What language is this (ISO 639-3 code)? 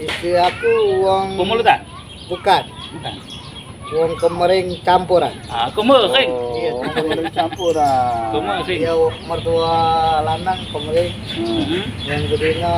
mui